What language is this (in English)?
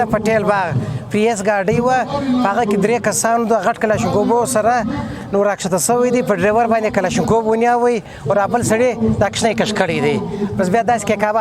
Pashto